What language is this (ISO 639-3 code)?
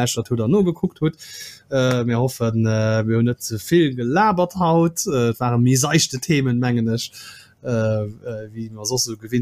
ltz